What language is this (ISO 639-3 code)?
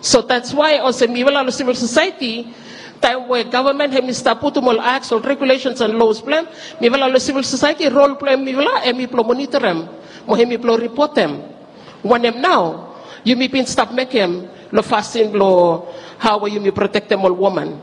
bis